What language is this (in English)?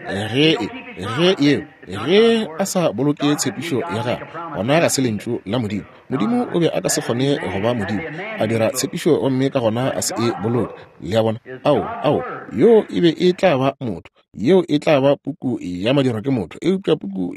Northern Sotho